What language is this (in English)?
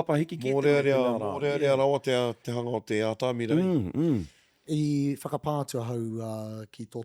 Māori